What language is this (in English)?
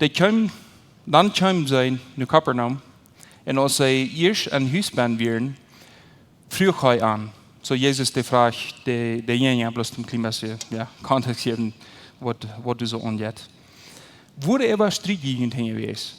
Plautdietsch